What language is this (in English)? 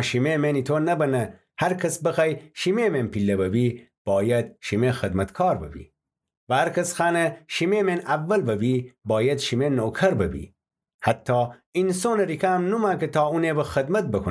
Gilaki